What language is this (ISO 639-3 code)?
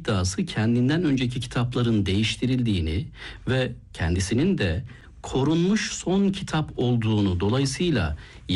tur